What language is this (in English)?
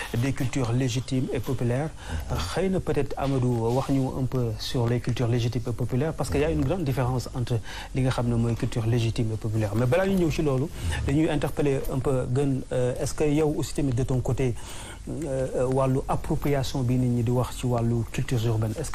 Wolof